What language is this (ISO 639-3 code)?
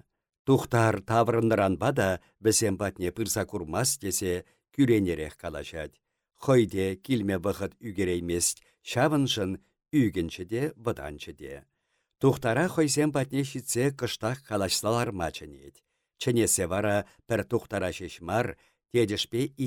chv